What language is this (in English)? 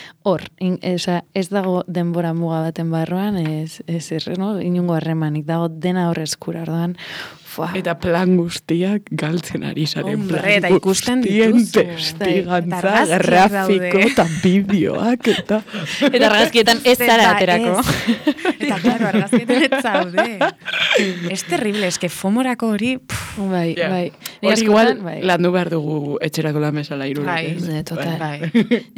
Basque